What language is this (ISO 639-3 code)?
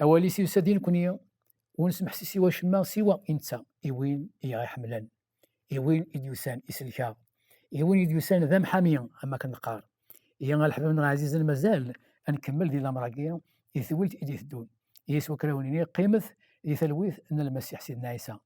kab